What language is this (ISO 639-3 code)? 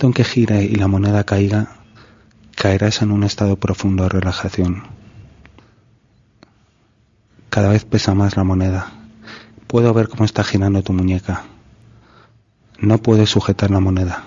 spa